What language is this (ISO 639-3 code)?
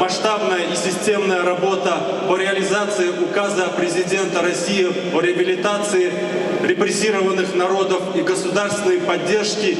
crh